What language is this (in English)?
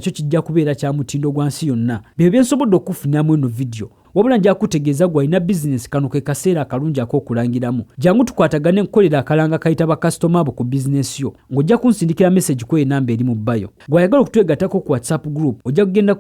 Ganda